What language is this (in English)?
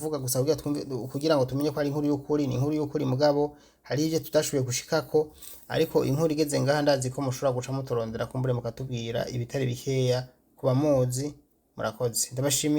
Rundi